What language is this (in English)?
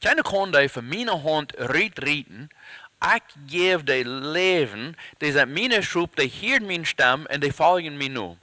Plautdietsch